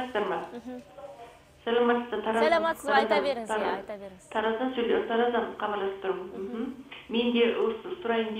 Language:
Kazakh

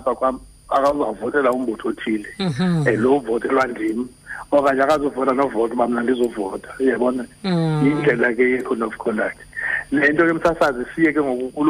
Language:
Xhosa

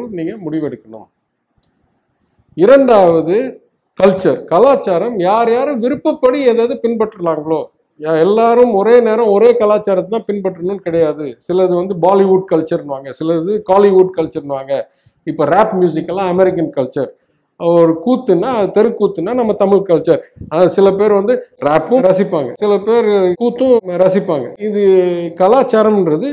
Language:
Tamil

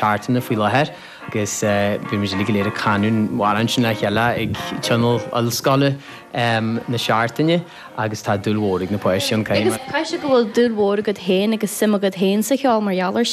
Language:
Irish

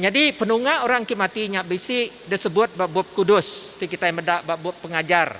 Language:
Iban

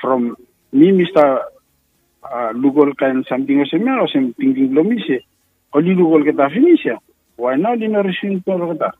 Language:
Bislama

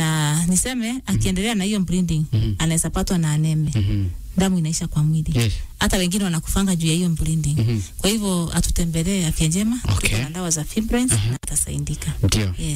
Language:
Swahili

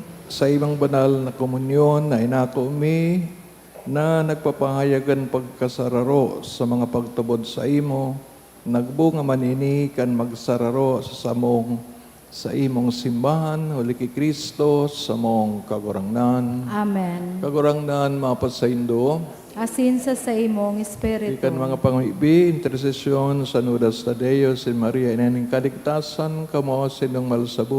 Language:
Bikol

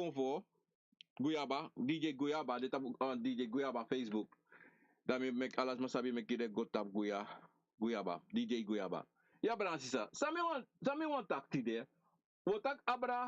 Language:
Sranan Tongo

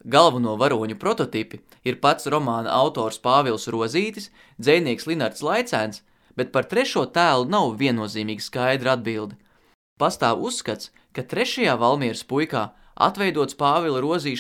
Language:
Latvian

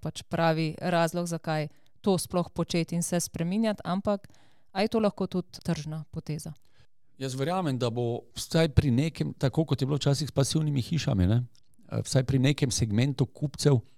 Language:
Slovenian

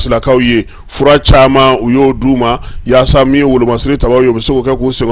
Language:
Bambara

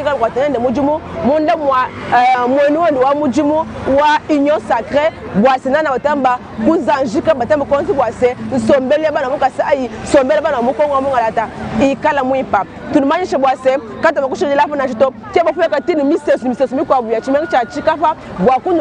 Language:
Luba-Lulua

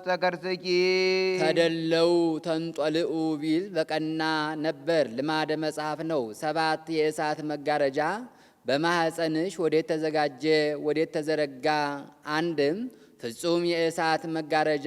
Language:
Amharic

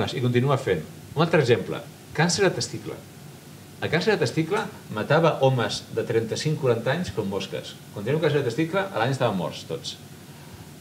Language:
Catalan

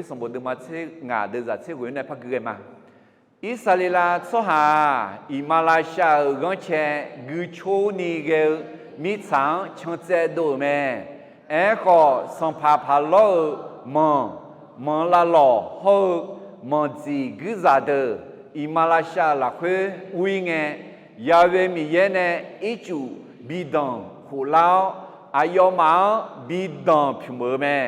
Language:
Akha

